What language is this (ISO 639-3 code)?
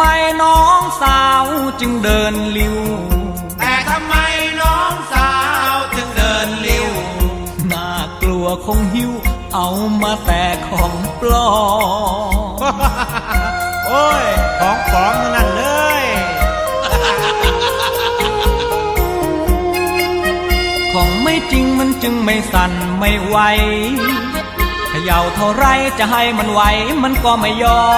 tha